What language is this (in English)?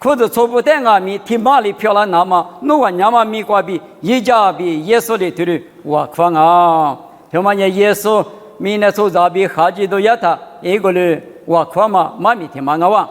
Lisu